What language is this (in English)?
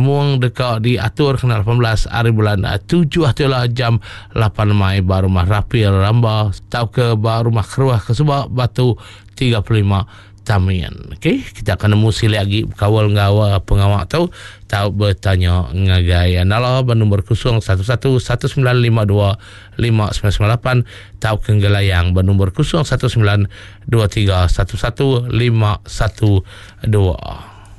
Iban